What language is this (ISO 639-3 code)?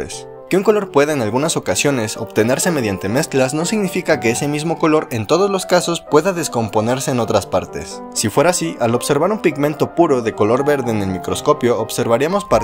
spa